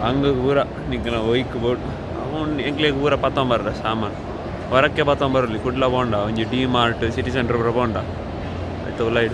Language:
Tulu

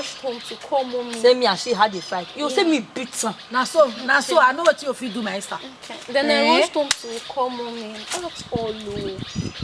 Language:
Nigerian Pidgin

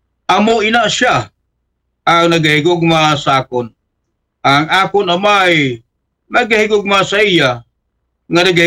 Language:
Aklanon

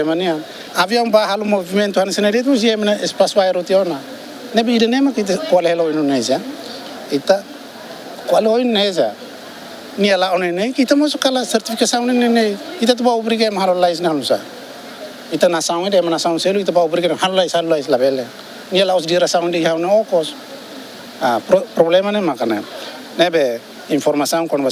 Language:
Tetum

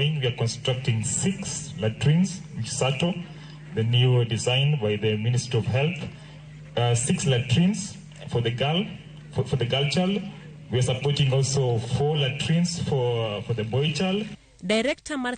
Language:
Luo (Kenya and Tanzania)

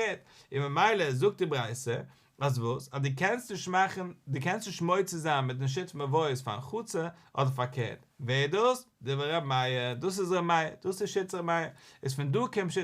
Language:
Yiddish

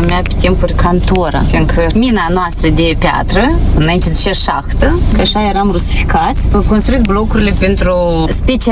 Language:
Romanian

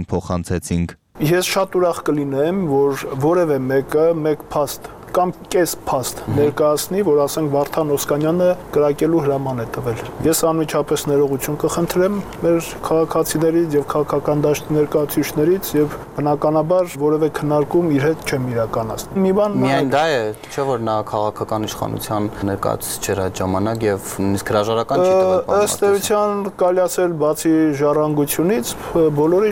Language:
Armenian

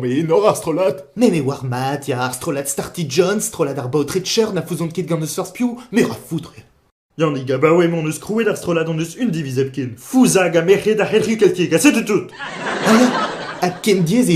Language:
Breton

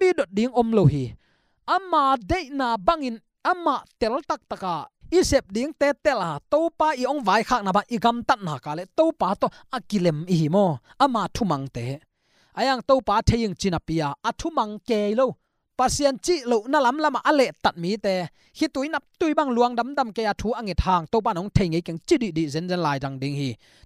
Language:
Tedim Chin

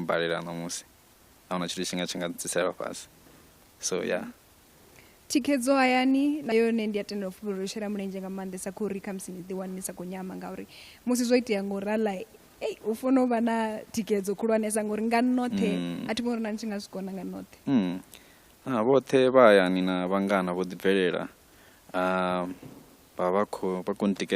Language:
Venda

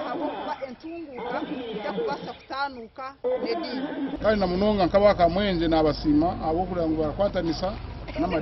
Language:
Nyankole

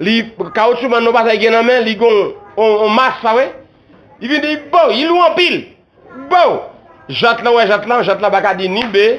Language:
Haitian Creole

